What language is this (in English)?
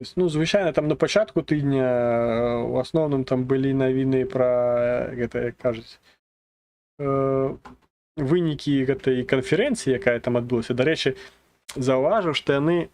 Belarusian